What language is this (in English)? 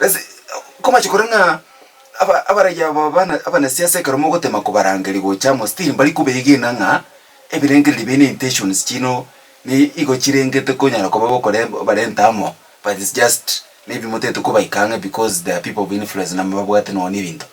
Gusii